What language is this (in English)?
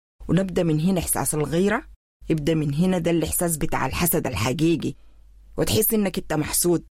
Sudanese Arabic